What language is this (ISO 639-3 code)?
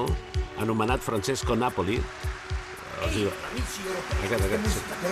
cat